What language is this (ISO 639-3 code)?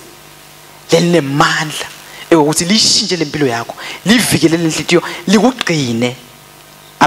ssw